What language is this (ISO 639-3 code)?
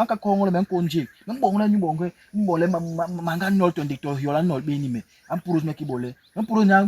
bas